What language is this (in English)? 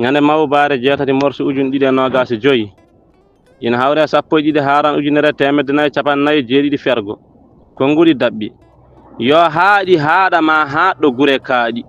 Fula